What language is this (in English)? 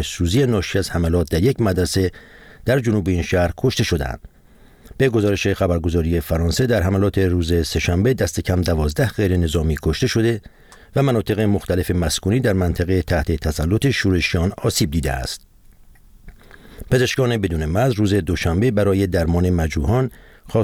Persian